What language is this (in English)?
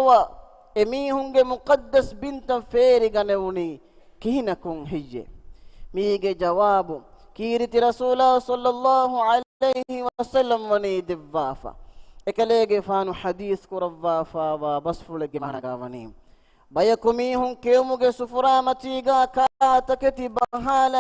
Divehi